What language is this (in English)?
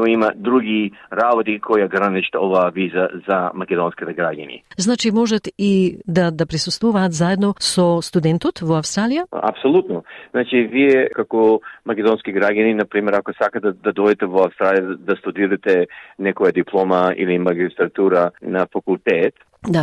Macedonian